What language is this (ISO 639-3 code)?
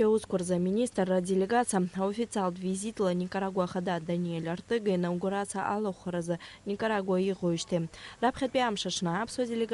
abk